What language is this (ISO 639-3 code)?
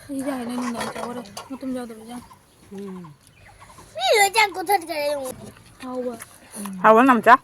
mni